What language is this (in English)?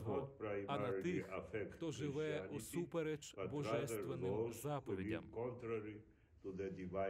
Ukrainian